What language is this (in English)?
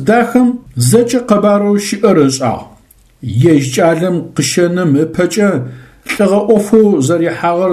Adyghe